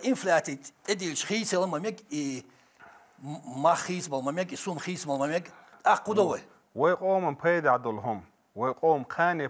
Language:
Chechen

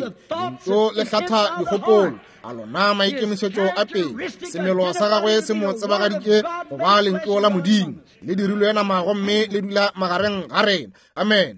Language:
Northern Sotho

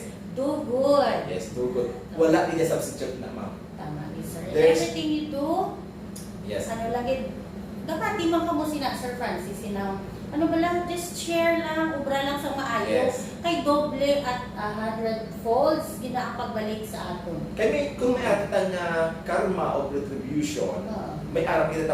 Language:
Hiligaynon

